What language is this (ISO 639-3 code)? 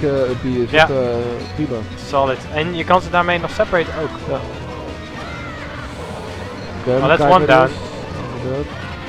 nld